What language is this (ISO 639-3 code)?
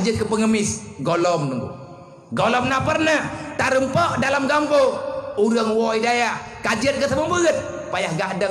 ace